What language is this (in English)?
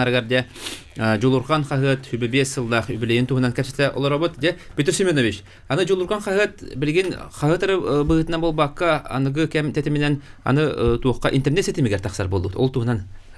Yakut